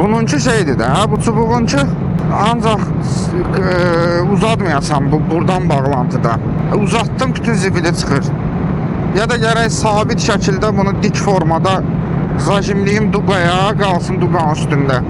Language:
Azerbaijani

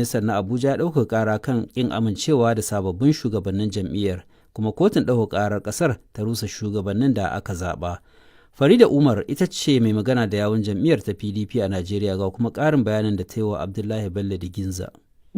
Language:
Hausa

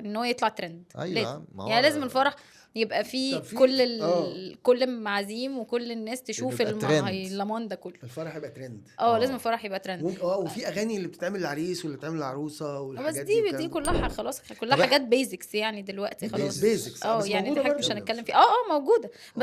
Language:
Egyptian Arabic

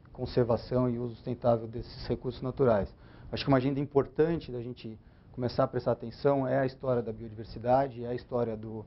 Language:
Portuguese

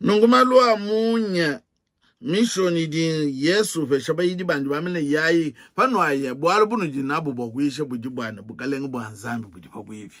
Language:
Luba-Lulua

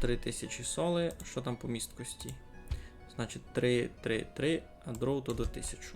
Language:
Rusyn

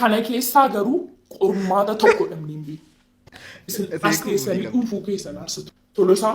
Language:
Oromo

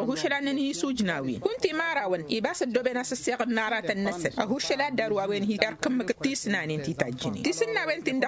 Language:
Tamasheq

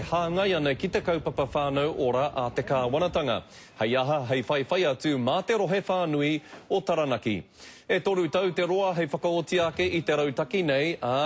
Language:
Māori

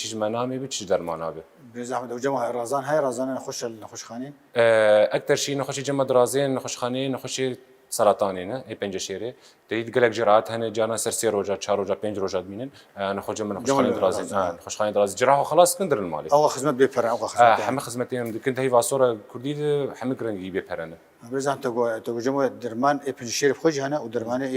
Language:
Kurdish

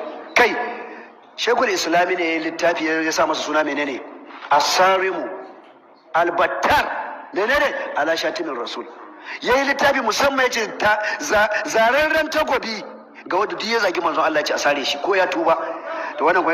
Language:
Hausa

